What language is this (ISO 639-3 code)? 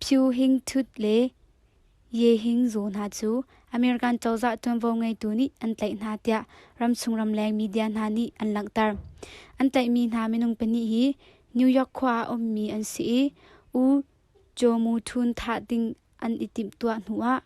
cnh